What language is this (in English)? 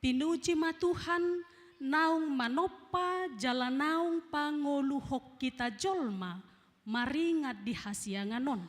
Batak Toba